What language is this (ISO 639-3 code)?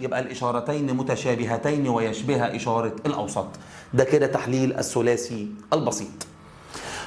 arz